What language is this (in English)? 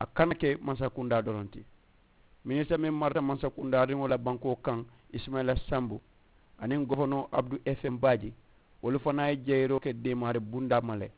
Mandingo